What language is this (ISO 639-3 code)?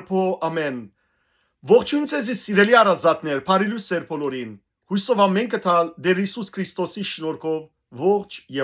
hyw